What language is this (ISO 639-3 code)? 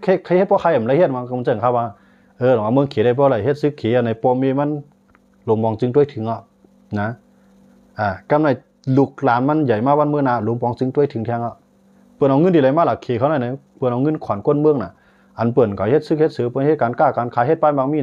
shn